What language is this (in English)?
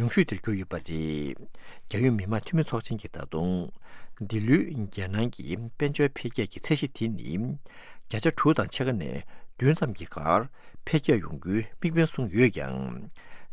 Tibetan